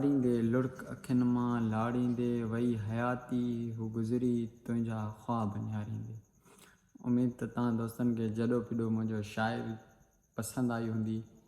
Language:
Sindhi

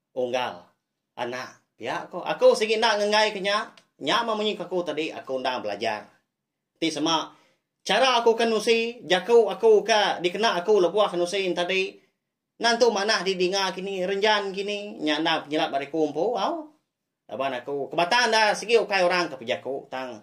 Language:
Iban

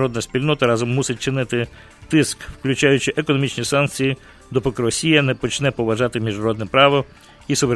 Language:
Ukrainian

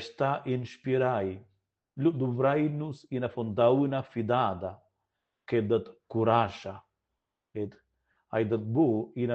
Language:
Romansh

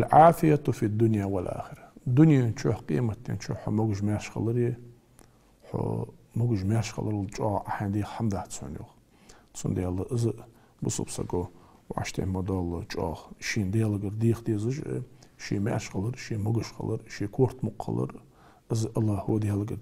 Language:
Ingush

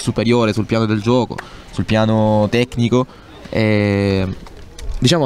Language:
Italian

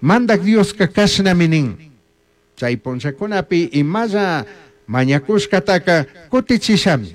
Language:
Chimborazo Highland Quichua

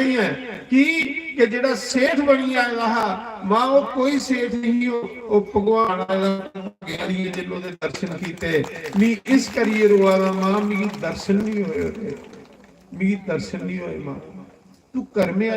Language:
Dogri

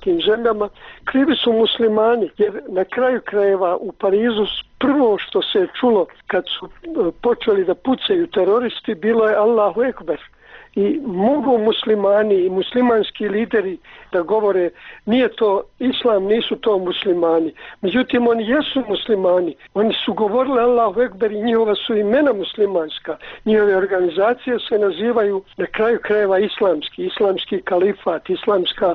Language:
Bosnian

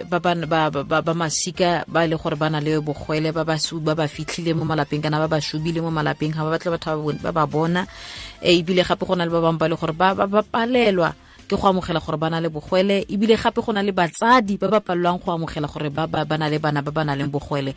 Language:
Tswana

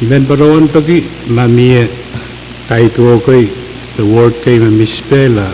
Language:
Pohnpeian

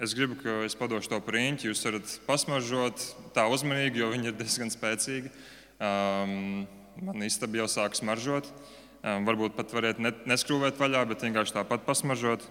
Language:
Latvian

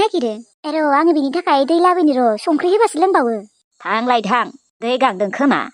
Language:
Bodo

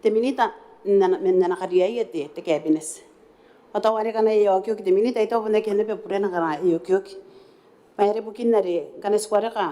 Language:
Gilbertese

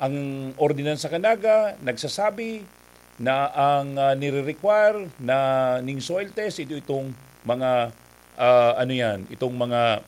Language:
Bikol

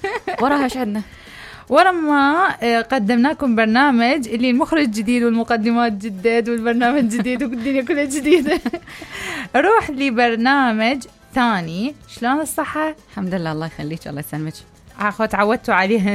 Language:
Mesopotamian Arabic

